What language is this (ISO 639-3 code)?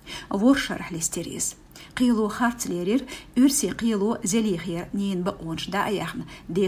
che